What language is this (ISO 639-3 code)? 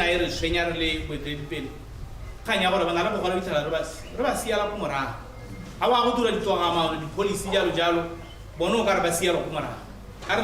tsn